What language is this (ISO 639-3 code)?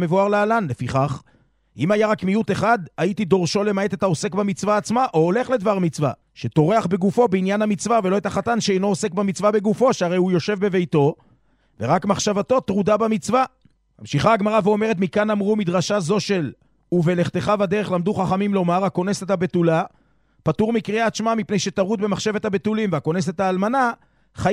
heb